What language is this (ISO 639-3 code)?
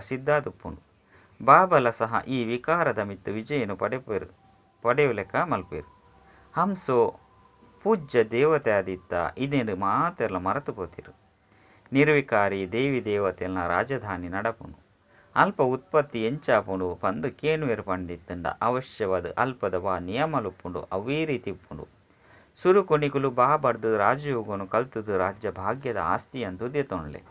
tcy